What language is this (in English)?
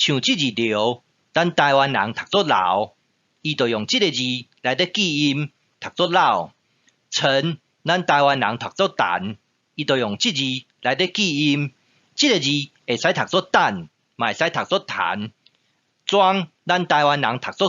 Min Nan Chinese